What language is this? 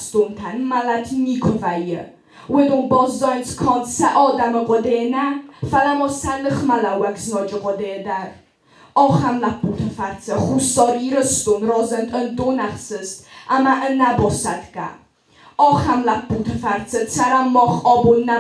Ossetic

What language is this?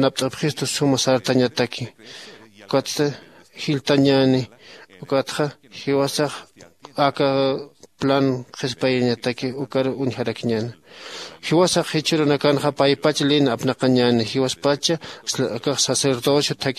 Aymara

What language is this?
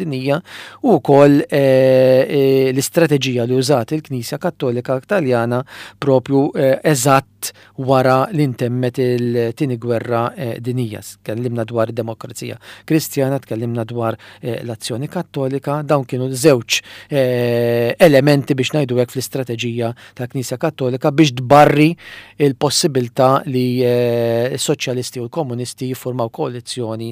Maltese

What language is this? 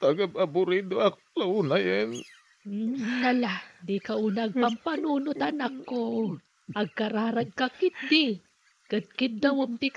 Iloko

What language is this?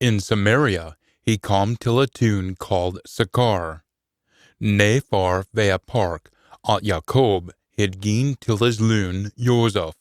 Scots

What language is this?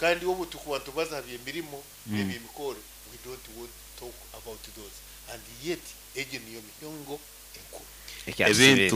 Nyankole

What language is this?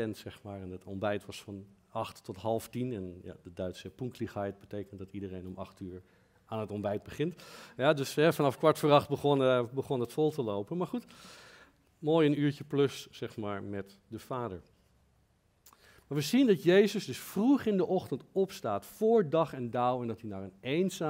Dutch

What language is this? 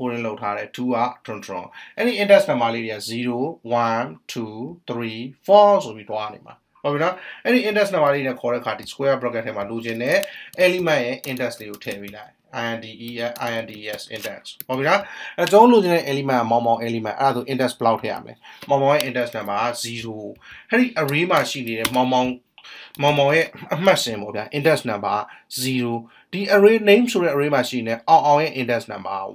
Burmese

